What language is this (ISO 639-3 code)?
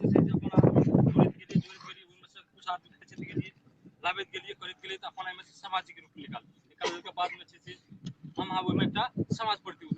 mai